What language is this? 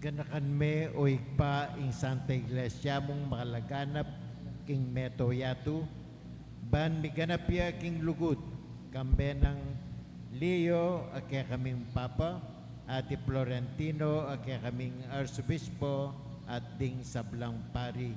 Pampanga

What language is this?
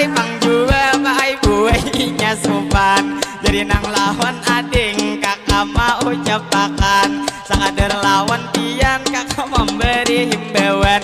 Banjar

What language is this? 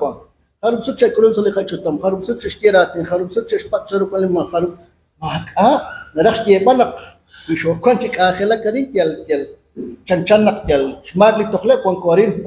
Kekchí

